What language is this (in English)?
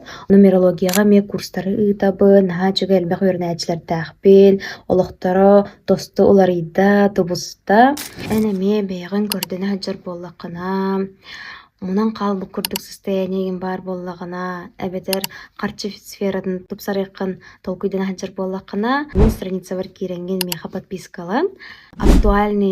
Yakut